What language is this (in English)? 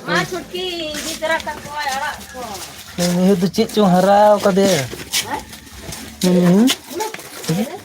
Santali